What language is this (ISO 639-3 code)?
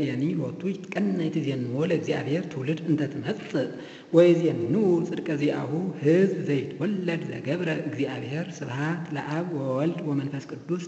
gez